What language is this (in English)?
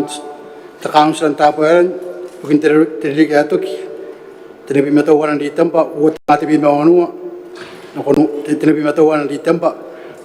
Gilbertese